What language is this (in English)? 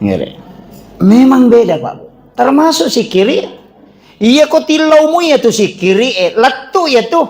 Buginese